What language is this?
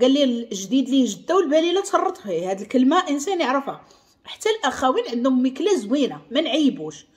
Moroccan Arabic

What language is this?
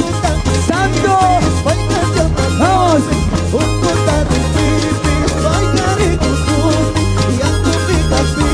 Chimborazo Highland Quichua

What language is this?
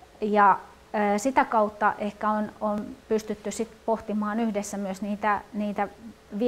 Finnish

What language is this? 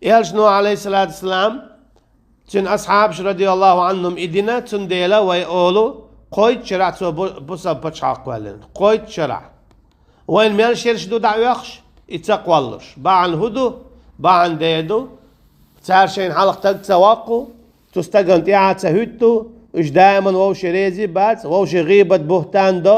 Chechen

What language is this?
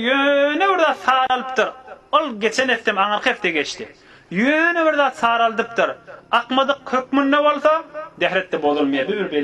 Turkmen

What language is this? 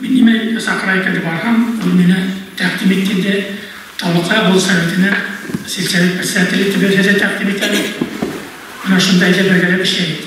Bashkir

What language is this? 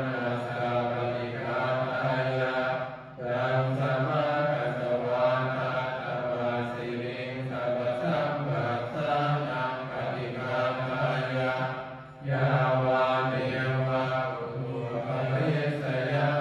Pali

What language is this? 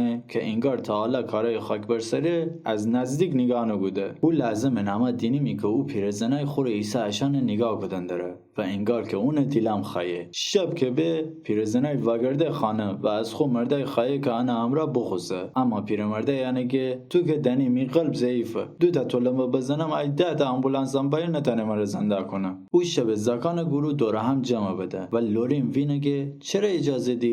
Gilaki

